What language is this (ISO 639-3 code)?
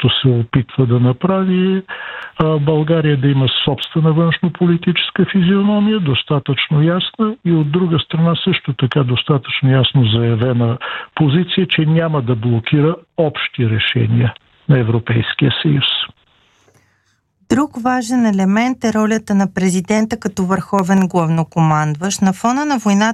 bul